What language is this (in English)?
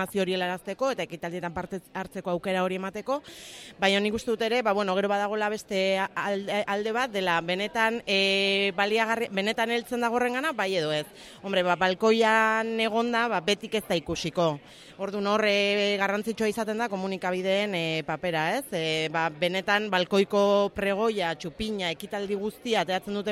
Basque